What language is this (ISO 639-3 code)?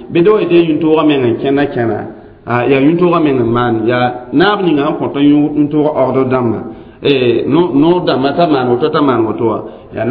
mos